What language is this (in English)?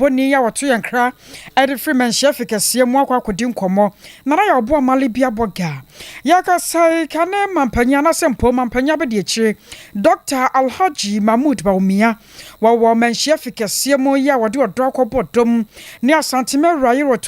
Akan